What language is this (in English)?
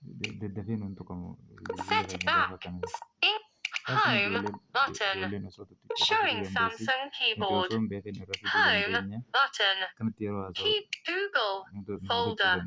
Oromo